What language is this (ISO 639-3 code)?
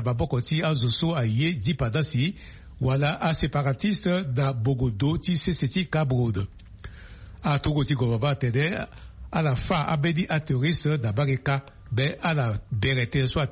sag